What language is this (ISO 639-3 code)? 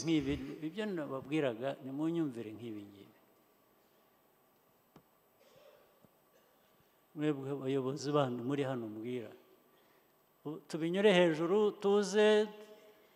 kin